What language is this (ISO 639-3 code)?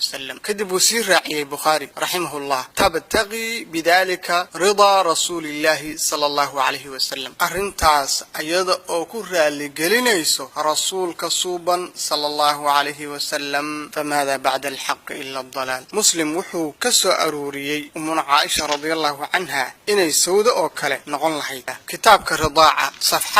som